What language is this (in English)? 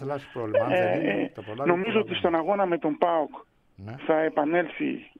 Greek